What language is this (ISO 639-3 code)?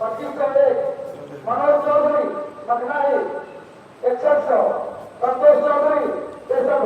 mai